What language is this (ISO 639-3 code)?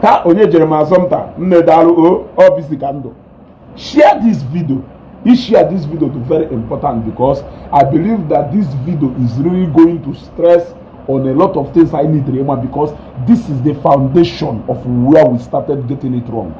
ibo